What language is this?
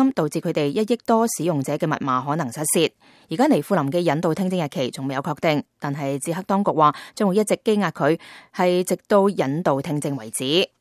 Cantonese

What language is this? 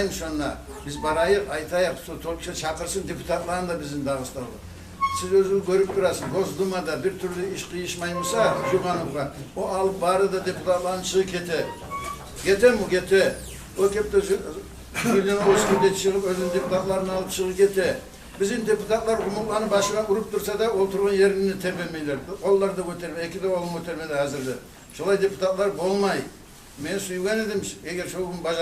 Kumyk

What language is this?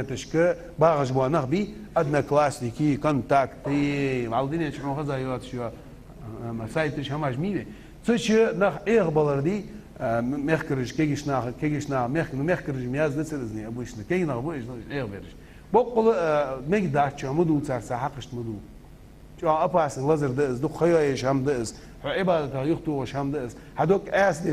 Ingush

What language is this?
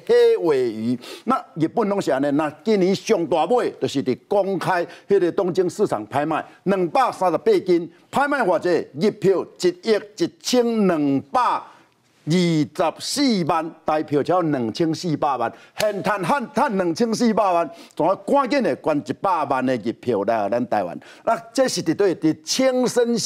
Chinese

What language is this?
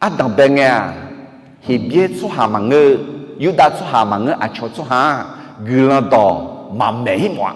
Akha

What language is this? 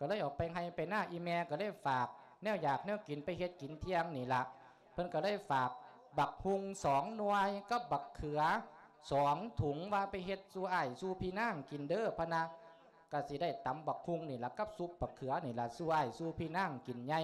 Lao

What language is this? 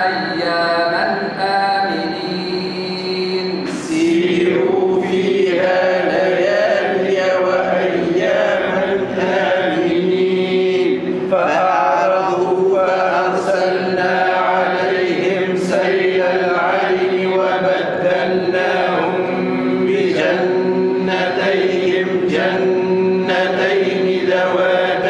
Arabic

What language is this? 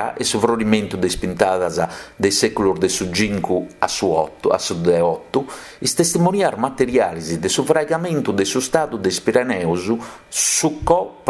Sardinian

